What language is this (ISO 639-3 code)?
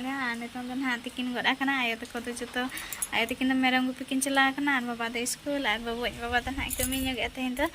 sat